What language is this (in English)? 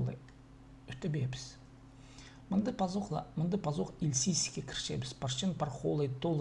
Khakas